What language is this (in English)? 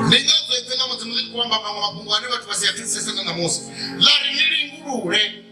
Venda